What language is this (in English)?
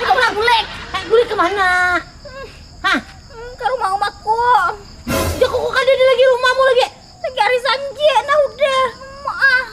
Banjar